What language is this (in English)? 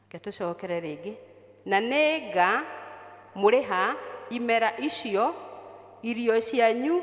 Kikuyu